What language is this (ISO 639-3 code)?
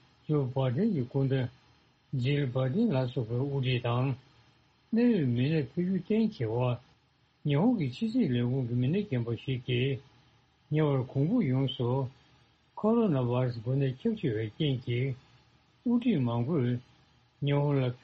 bod